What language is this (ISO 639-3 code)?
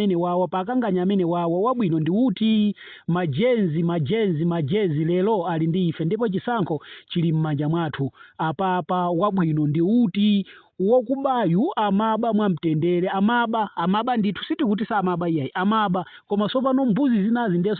nya